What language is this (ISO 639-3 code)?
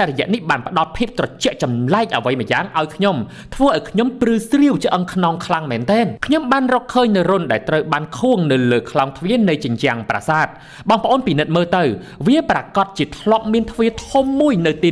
khm